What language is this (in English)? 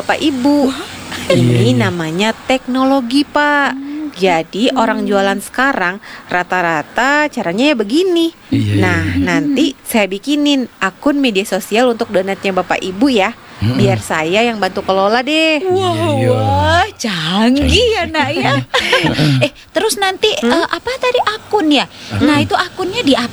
Indonesian